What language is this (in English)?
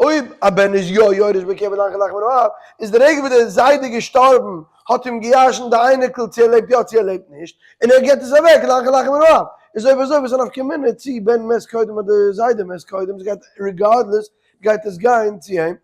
Yiddish